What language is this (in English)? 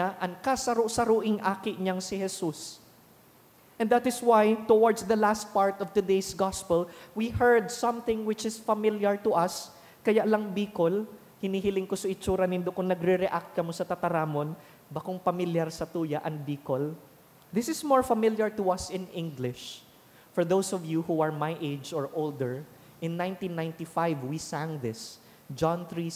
Bikol